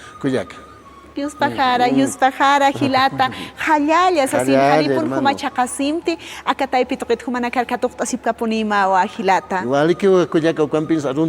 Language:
Aymara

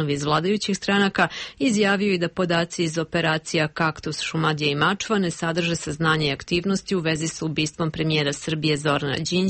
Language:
Serbian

